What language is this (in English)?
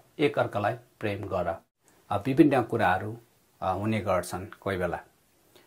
Nepali